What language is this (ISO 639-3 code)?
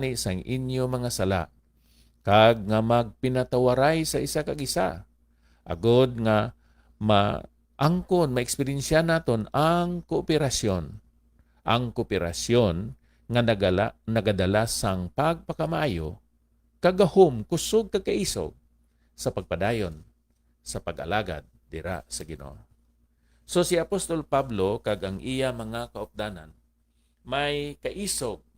hil